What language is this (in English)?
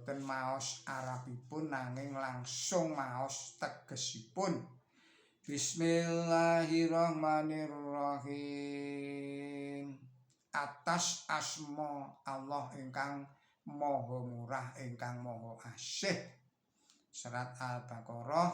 Javanese